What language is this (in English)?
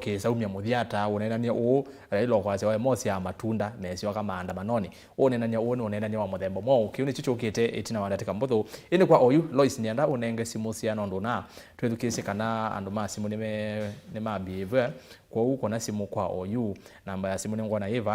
Kamba